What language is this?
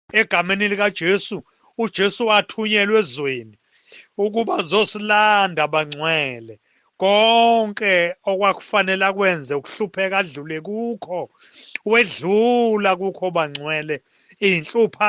Zulu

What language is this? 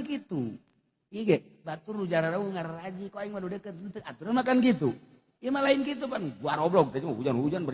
Sundanese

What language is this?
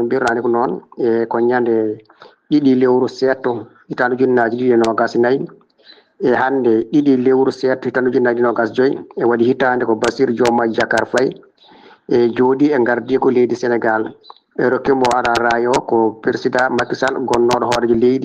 Fula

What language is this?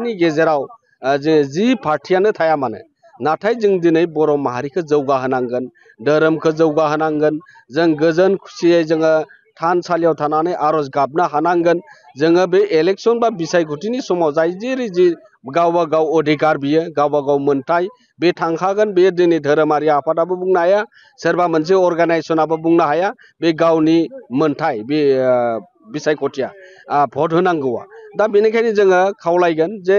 Bodo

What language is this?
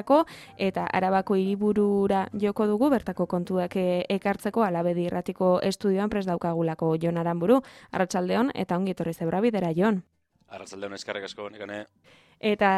Basque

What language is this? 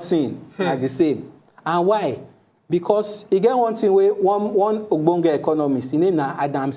Nigerian Pidgin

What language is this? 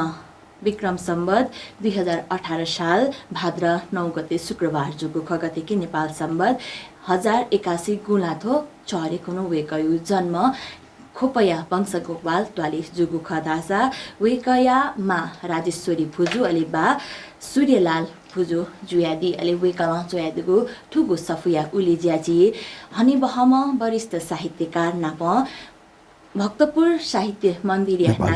Newari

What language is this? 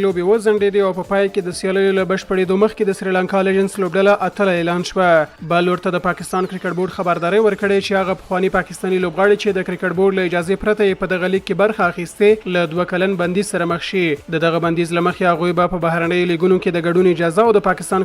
Pashto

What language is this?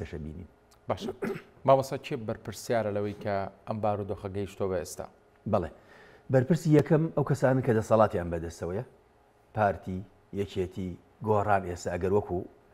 Central Kurdish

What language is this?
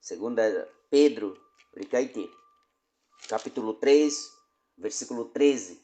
Baniwa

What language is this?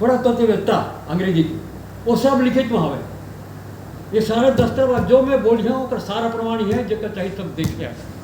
Chhattisgarhi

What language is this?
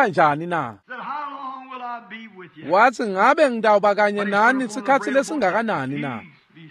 Swati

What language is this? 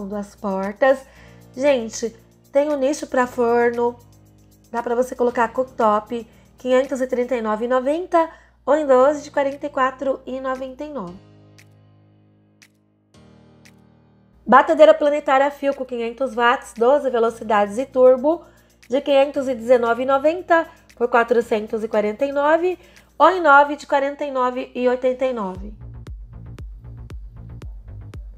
Portuguese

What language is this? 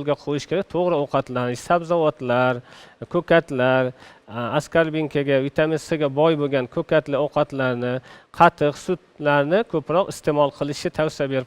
Uzbek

